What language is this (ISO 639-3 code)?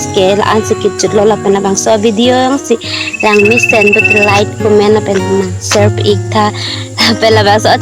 mjw